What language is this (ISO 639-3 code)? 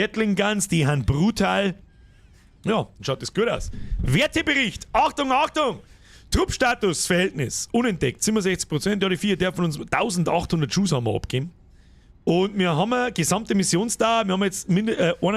bar